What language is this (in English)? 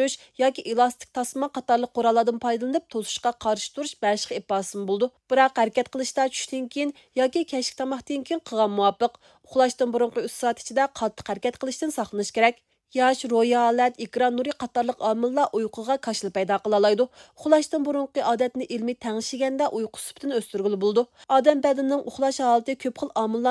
Uyghur